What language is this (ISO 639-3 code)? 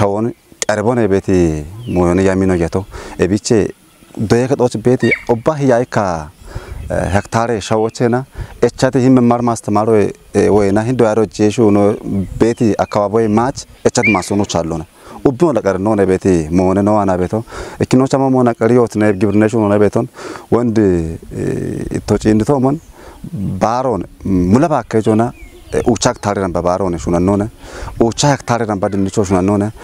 kbr